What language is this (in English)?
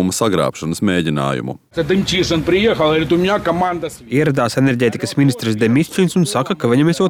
Latvian